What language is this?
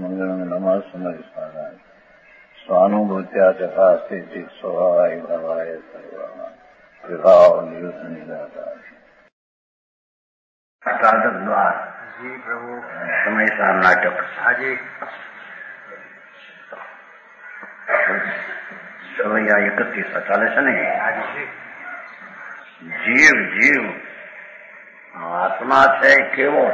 Gujarati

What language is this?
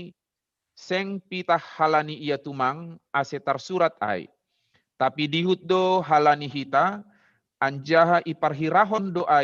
Batak Simalungun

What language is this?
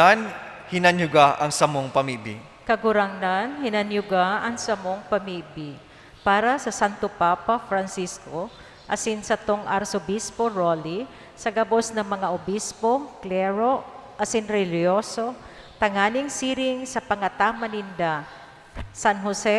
Bikol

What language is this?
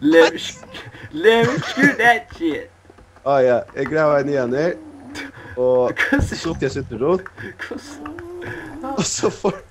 Faroese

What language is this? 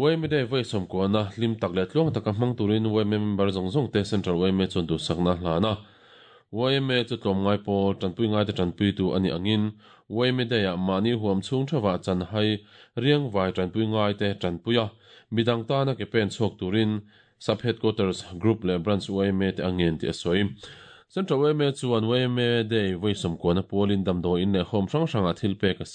Mizo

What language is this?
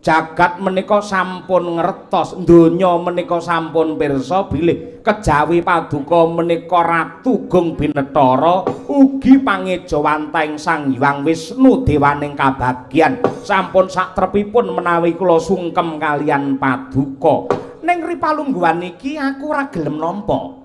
Javanese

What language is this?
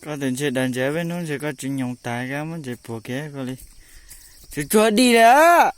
Hmong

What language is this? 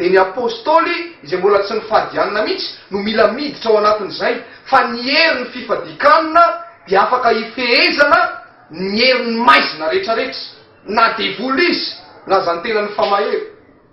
Malagasy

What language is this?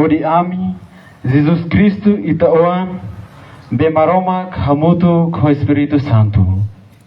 Tetum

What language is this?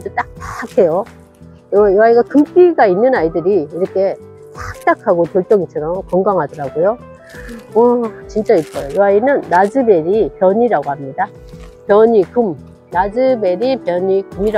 Korean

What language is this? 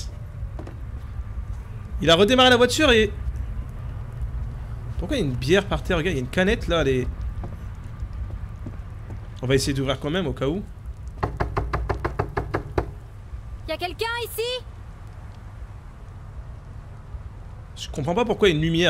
French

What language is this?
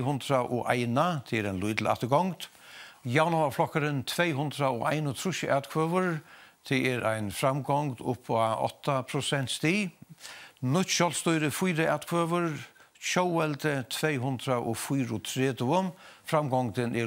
Faroese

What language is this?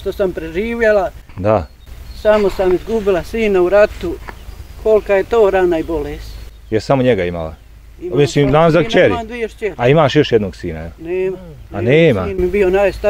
Bosnian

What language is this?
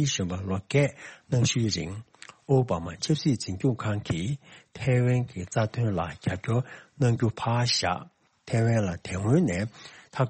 Tibetan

